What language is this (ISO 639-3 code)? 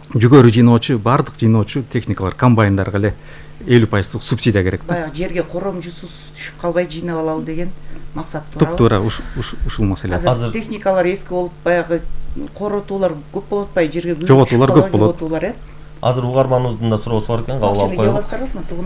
kir